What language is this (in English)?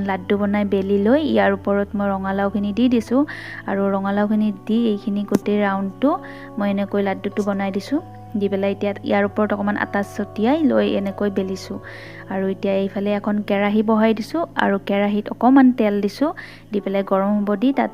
Assamese